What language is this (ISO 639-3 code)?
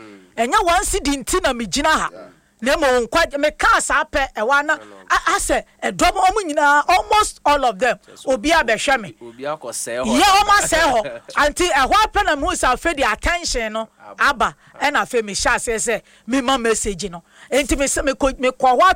aka